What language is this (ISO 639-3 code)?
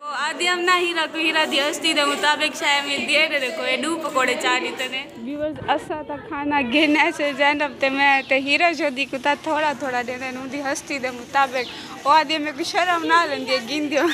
skr